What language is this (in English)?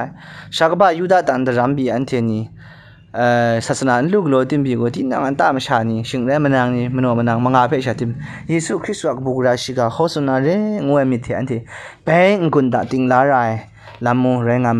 Kachin